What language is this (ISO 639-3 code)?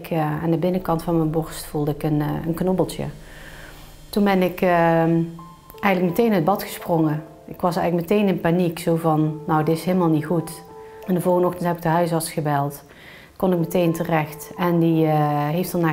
nld